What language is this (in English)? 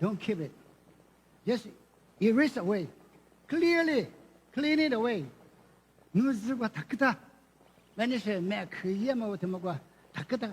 Lisu